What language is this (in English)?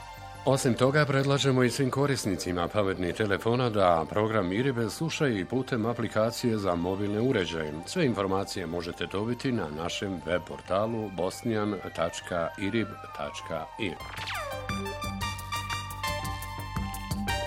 Bosnian